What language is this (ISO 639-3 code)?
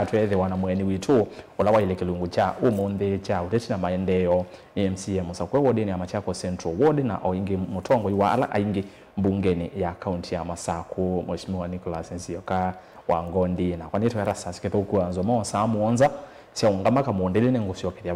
kam